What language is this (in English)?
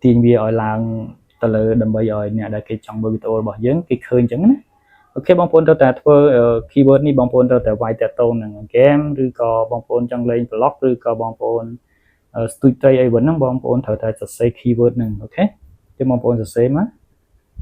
Khmer